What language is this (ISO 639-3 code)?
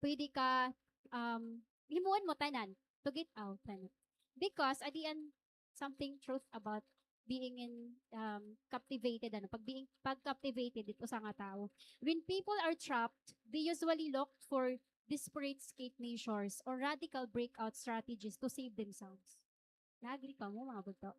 war